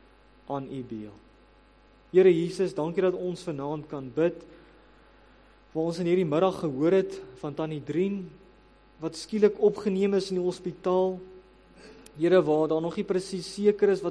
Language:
Afrikaans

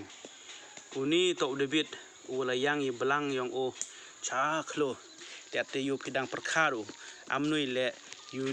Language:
Khasi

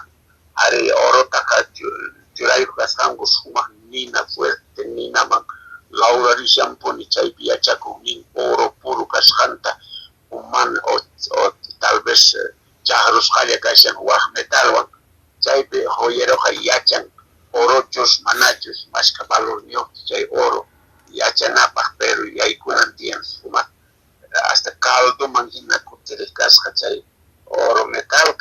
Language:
Quechua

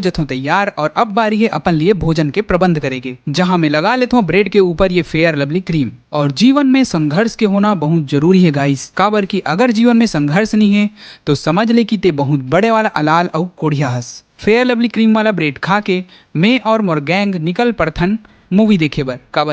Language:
Chhattisgarhi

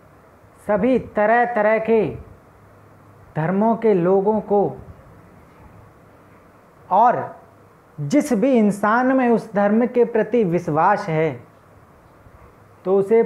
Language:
Hindi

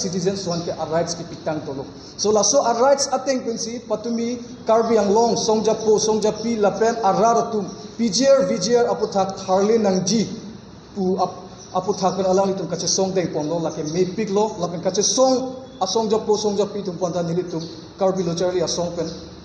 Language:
Karbi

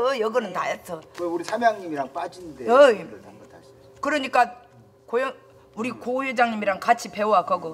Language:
Korean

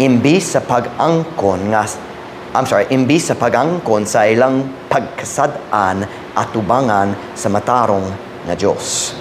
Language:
Cebuano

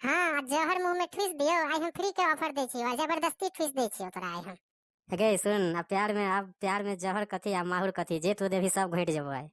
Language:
Maithili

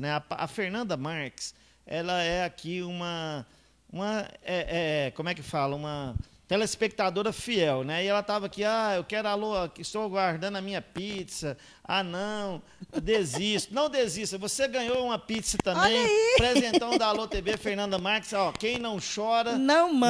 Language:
Portuguese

